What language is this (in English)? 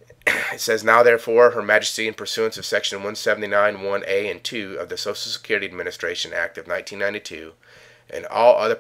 English